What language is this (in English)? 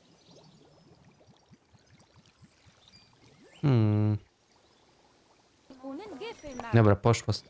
Polish